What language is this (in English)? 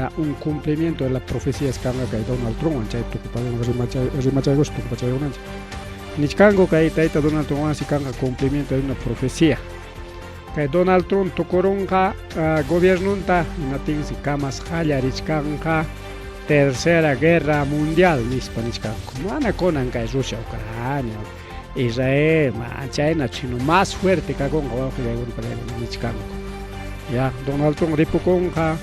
Ayacucho Quechua